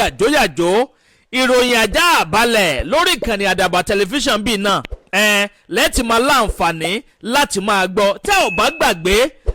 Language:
Yoruba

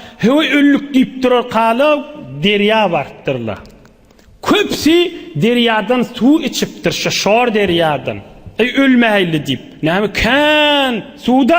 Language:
Turkmen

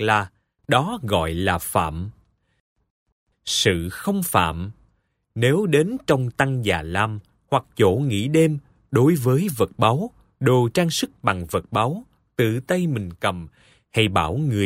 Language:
Vietnamese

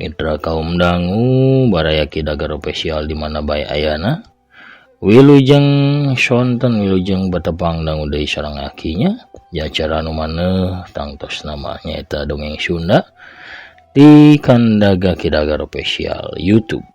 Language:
Sundanese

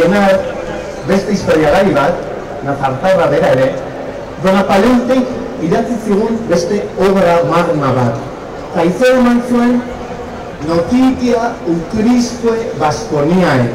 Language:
Basque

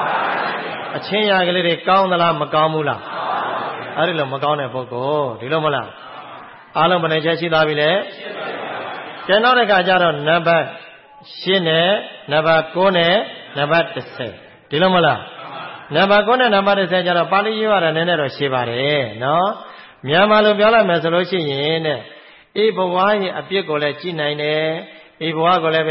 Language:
Burmese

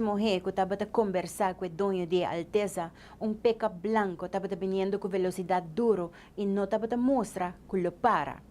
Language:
Papiamento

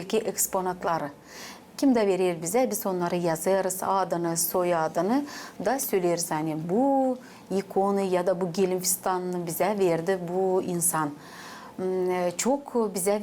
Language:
Gagauz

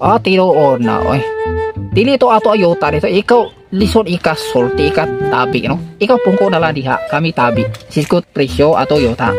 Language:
Cebuano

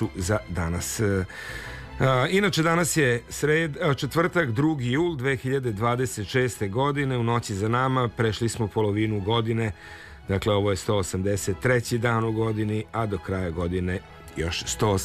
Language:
Serbian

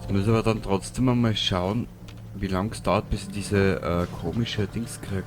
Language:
Bavarian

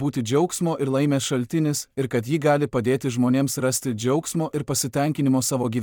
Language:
Lithuanian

